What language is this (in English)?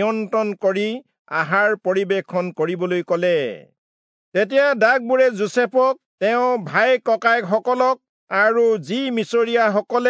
Assamese